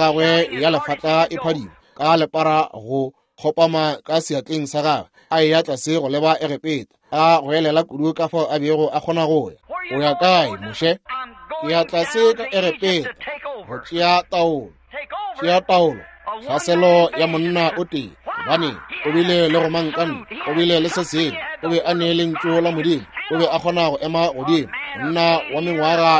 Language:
Northern Sotho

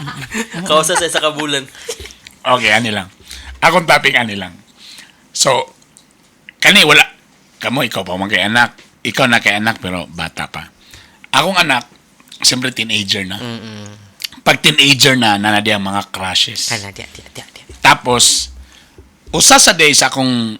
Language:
Cebuano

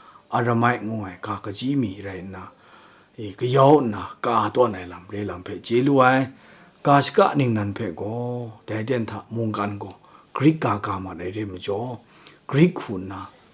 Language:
Kachin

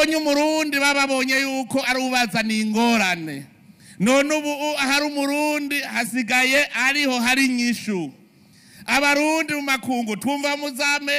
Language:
Rundi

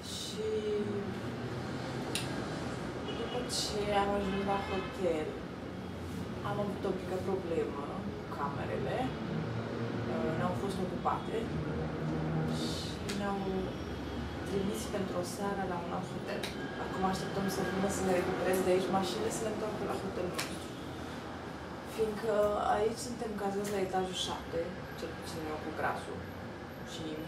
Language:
Romanian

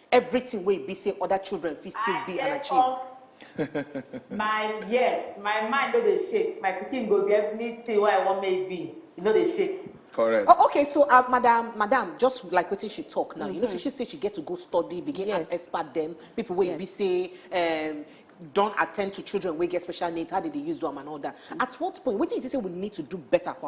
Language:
Nigerian Pidgin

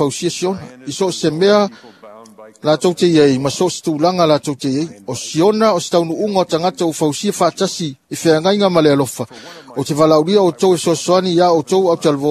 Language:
Samoan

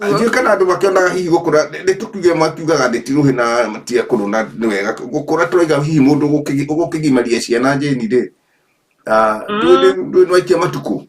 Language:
Kikuyu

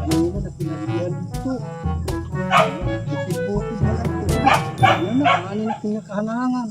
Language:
Waray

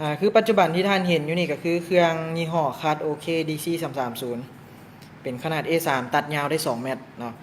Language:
Lao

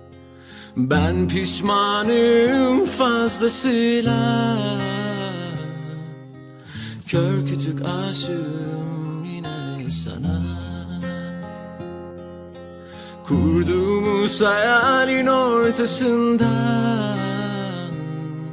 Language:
Turkish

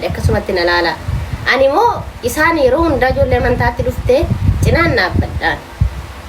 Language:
Oromo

